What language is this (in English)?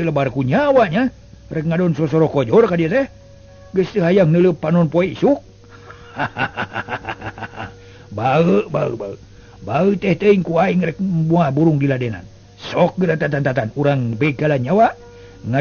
Sundanese